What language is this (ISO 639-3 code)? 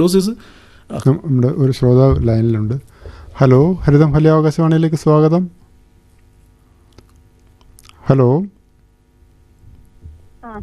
mal